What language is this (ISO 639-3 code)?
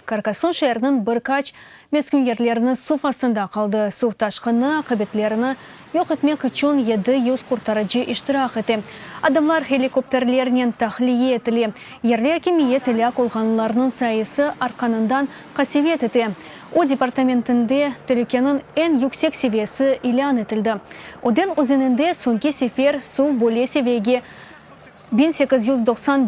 crh